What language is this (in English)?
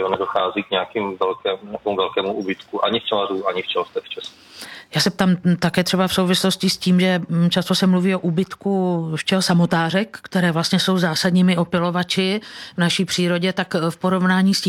Czech